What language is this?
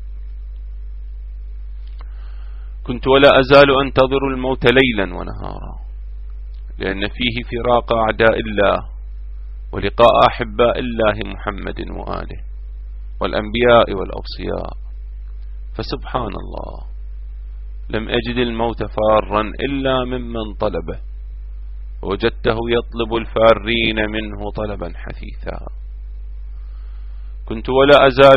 Arabic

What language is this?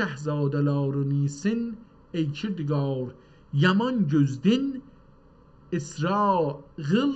South Azerbaijani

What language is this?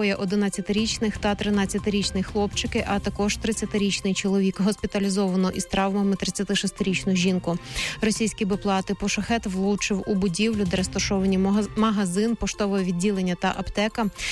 Ukrainian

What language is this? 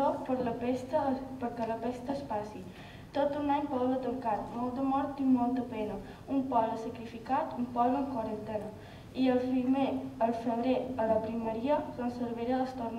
Catalan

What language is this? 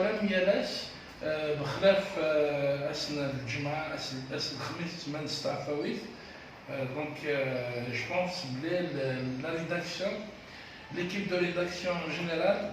Kabyle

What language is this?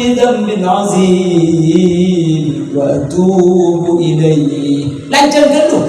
Madurese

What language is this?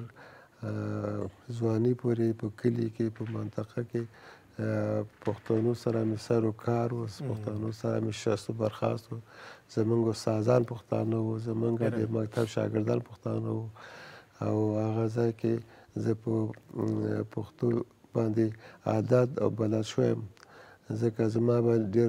Pashto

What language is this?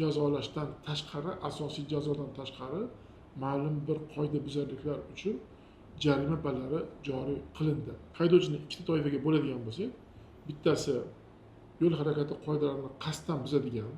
Uzbek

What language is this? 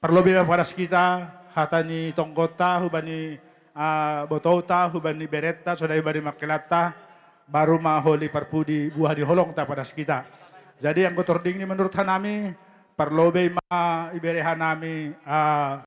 Batak Toba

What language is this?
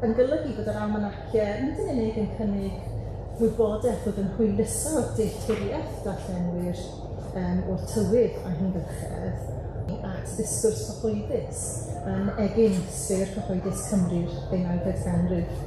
Welsh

